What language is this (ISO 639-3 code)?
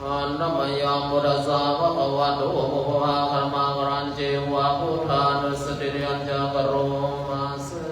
pli